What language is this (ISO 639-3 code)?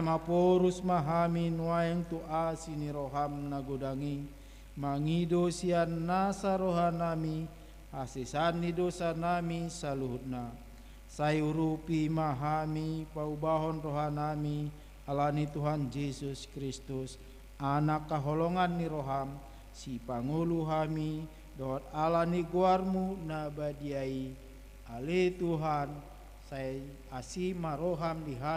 bbc